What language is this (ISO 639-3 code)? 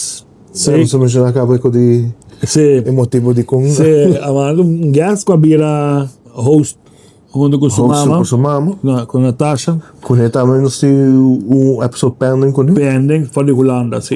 pap